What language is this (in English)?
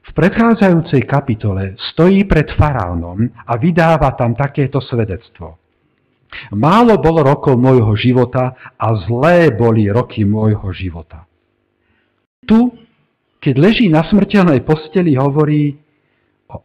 Slovak